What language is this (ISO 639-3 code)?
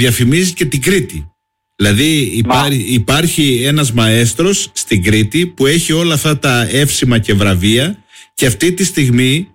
ell